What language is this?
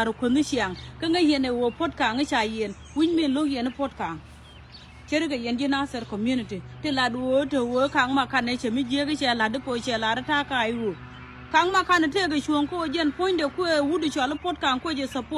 Nuer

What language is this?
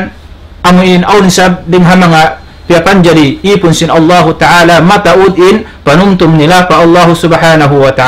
Tausug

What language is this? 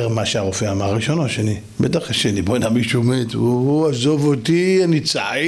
Hebrew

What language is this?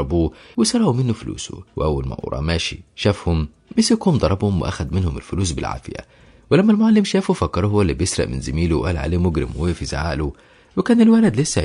Egyptian Arabic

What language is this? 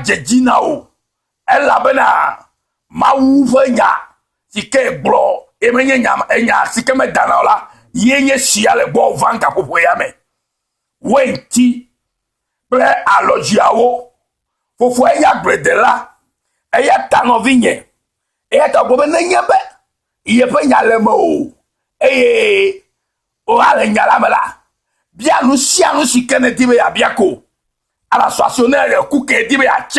Ewe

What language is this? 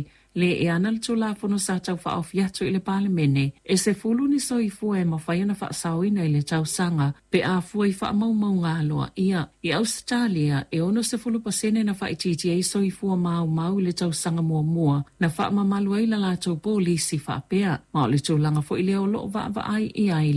Samoan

